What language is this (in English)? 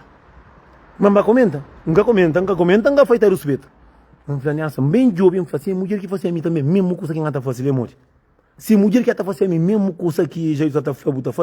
Kabuverdianu